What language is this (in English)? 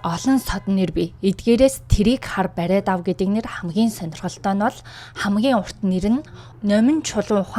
Mongolian